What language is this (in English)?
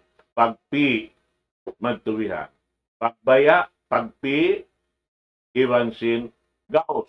Tausug